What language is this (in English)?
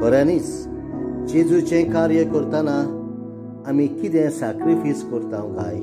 Konkani